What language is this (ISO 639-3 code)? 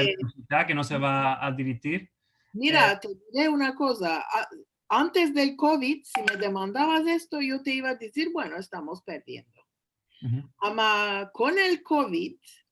lad